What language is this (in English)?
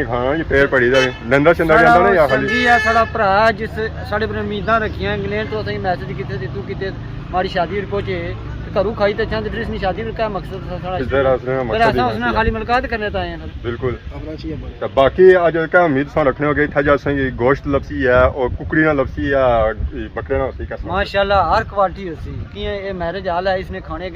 Pahari-Potwari